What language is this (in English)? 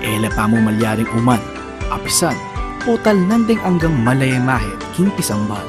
Pampanga